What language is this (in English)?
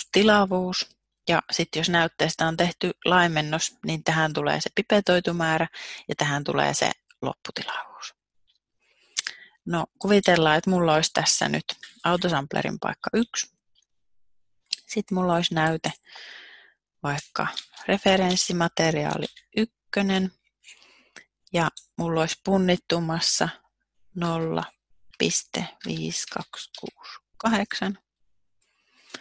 Finnish